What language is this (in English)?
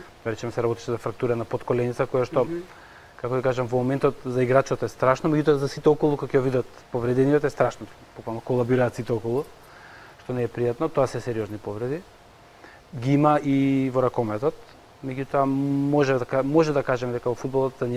Macedonian